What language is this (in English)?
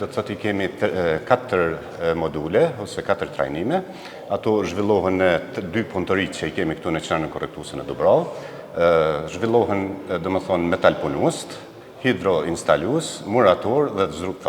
Albanian